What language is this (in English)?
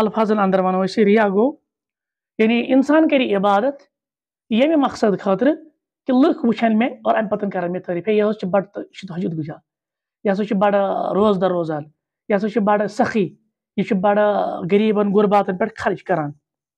Kashmiri